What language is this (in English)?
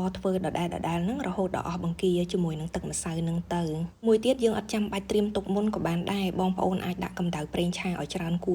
Khmer